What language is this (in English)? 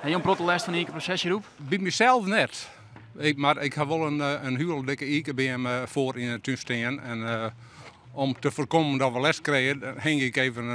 Western Frisian